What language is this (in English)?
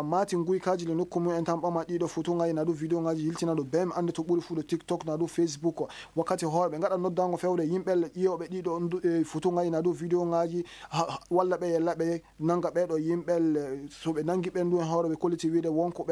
Maasina Fulfulde